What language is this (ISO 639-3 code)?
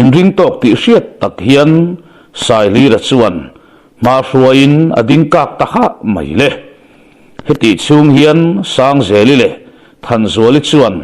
lus